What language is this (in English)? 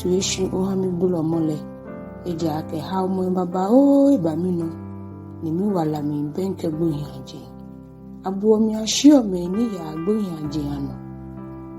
Ga